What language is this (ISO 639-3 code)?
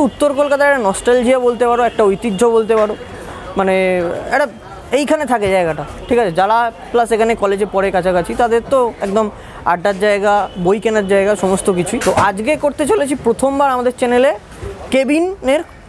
ben